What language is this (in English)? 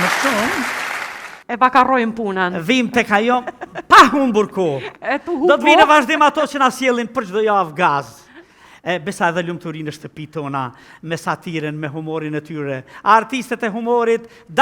Albanian